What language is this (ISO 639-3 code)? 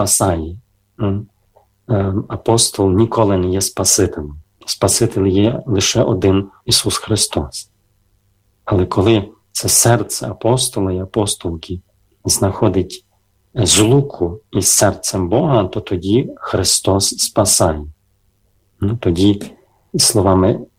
ukr